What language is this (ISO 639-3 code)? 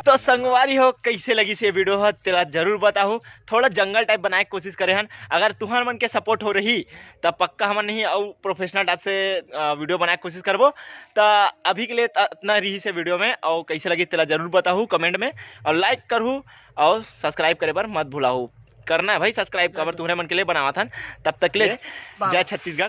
hne